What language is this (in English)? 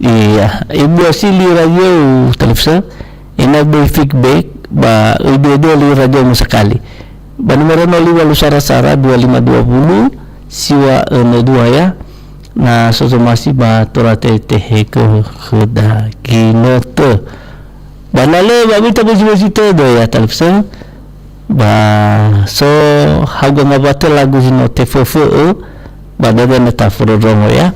Nias